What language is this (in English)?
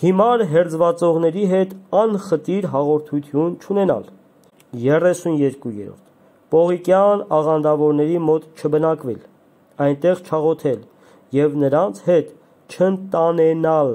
Armenian